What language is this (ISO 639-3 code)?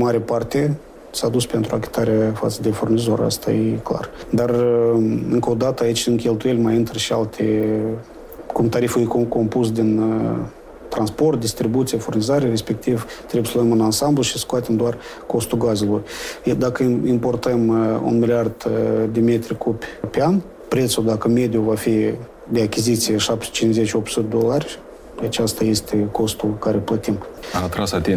ron